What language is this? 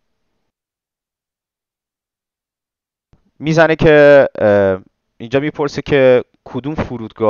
Persian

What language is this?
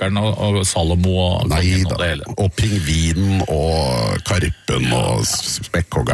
Norwegian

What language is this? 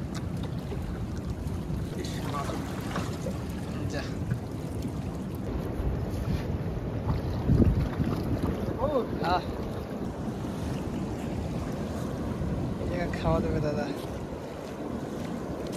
Bangla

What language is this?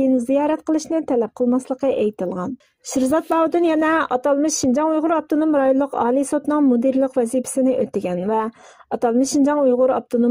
Uyghur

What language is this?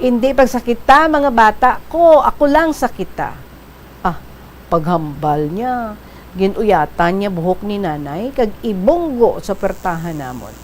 Hiligaynon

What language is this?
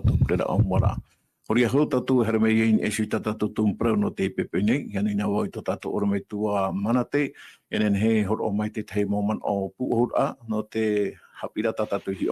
Tahitian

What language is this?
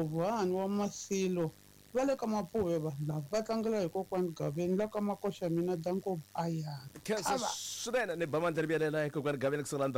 Tsonga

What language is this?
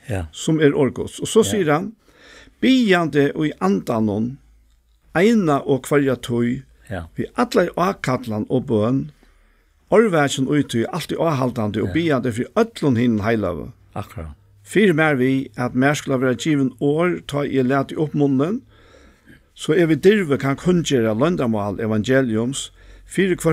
Faroese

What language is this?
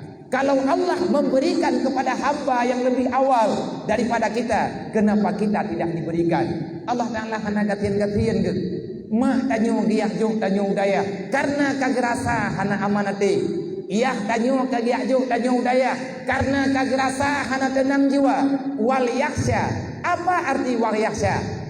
Achinese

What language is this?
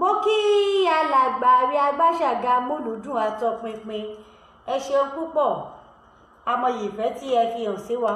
Yoruba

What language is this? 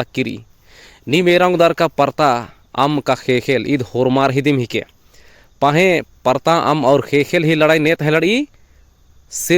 Kurukh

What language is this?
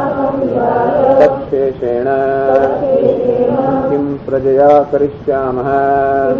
Gujarati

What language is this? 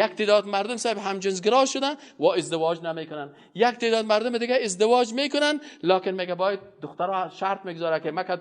Persian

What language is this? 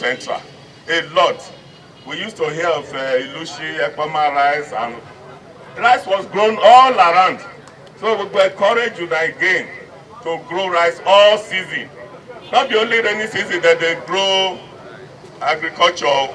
Nigerian Pidgin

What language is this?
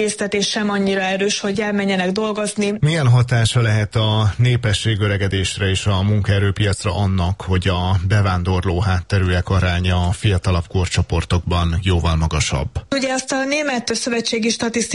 Hungarian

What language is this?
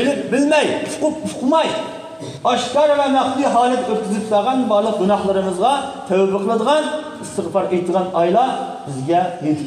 Uyghur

